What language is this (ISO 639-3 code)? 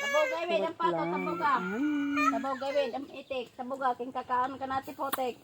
war